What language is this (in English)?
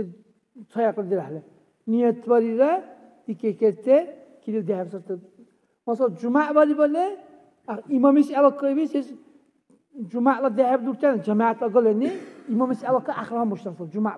Dargwa